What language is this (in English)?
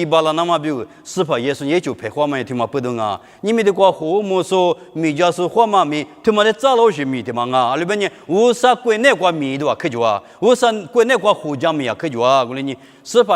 Lisu